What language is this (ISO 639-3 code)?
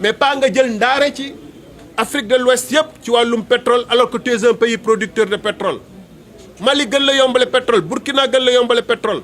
wol